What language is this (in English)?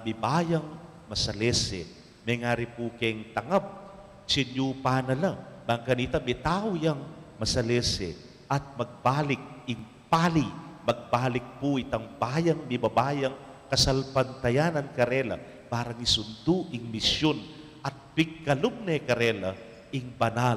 Pampanga